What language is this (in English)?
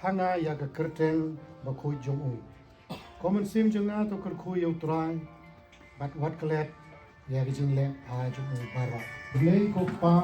Khasi